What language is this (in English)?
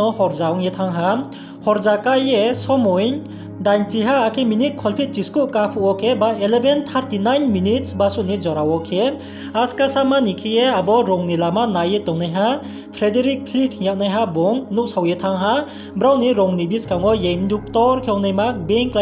Riang (India)